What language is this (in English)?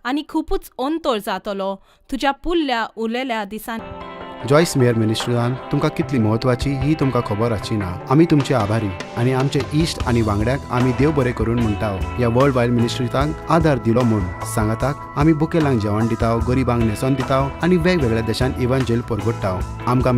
Konkani